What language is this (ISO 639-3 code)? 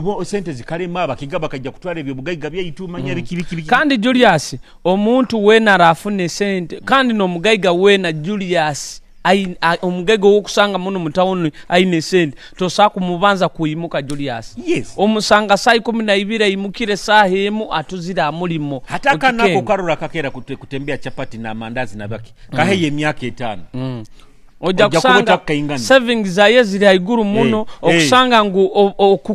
nyo